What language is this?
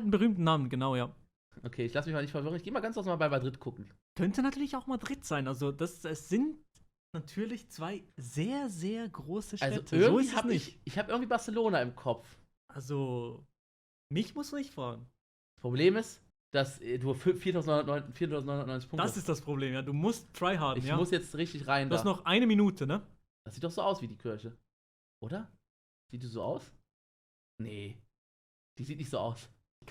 Swiss German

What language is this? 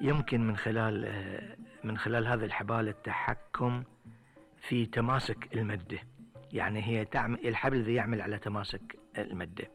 Gulf Arabic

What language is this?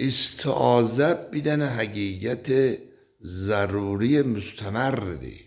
Azerbaijani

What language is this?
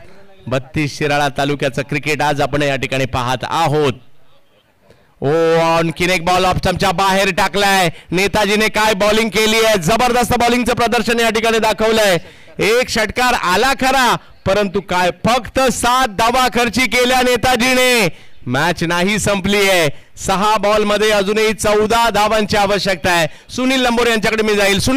Marathi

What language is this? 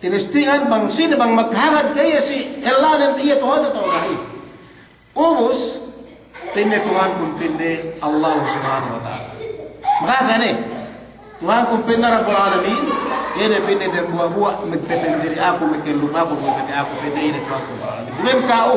Yakan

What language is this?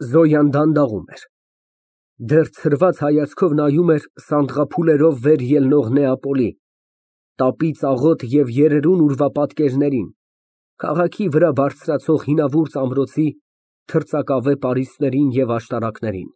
Armenian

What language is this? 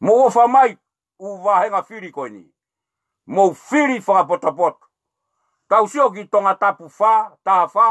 Tongan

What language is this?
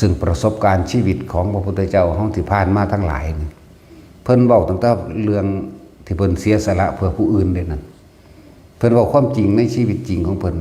Lao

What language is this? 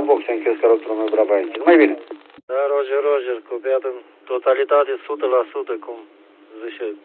Romanian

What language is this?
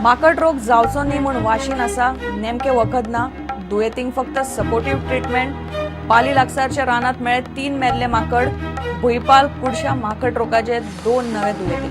Konkani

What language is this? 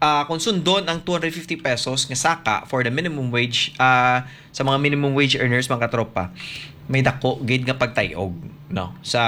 Hiligaynon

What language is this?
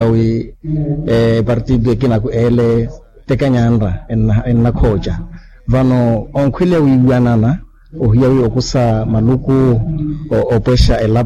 Makhuwa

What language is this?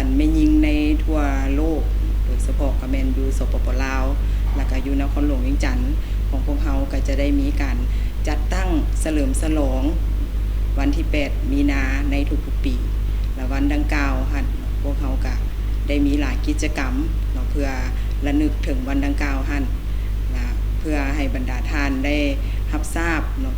Lao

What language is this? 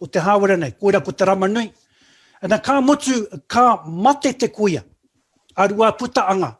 Māori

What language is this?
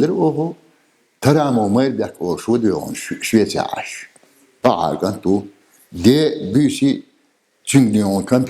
Chechen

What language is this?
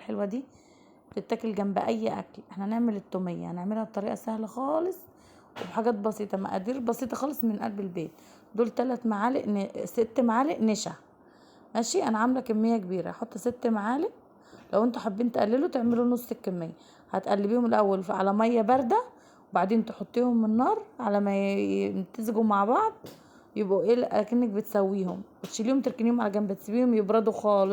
Egyptian Arabic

